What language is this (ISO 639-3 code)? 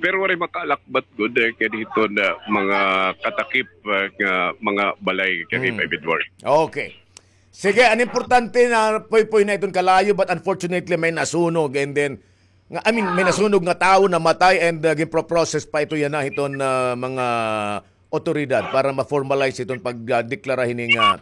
war